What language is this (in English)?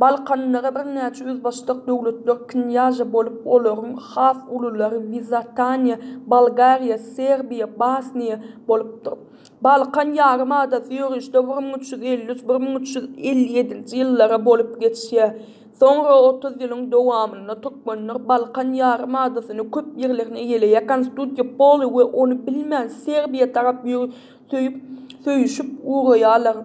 Turkmen